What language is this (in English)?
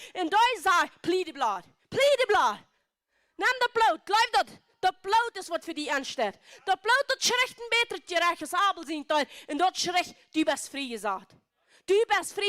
Plautdietsch